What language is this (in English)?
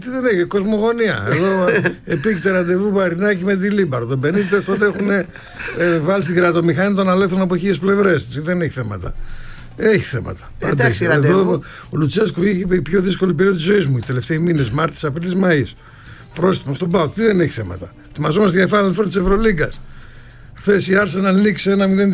Greek